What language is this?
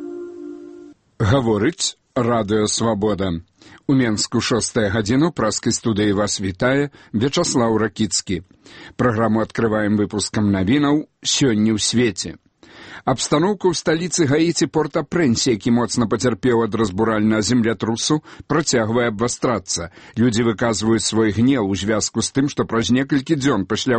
Belarusian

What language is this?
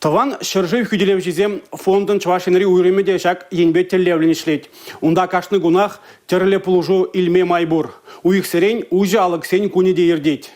Chuvash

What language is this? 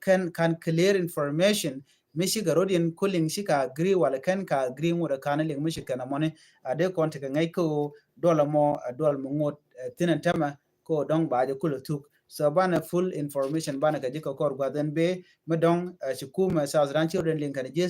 Nuer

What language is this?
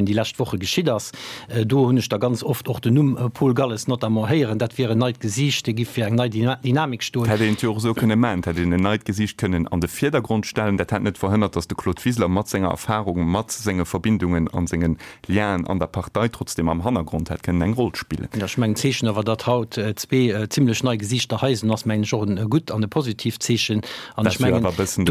Luxembourgish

